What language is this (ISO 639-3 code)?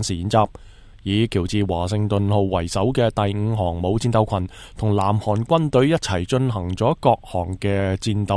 yue